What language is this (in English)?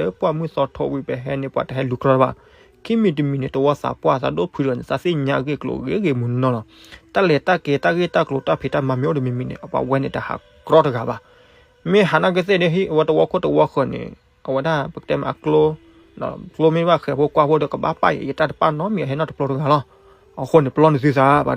S'gaw Karen